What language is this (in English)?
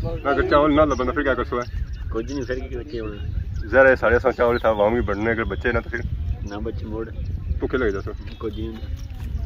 Pahari-Potwari